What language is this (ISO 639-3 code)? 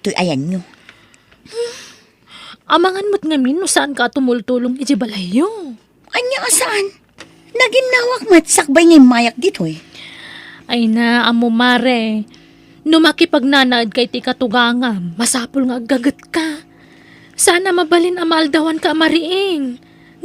ilo